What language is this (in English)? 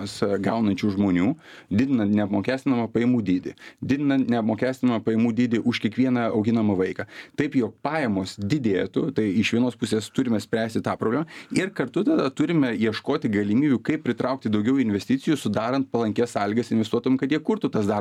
Lithuanian